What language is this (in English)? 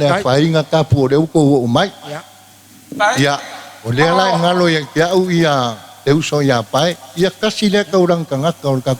Samoan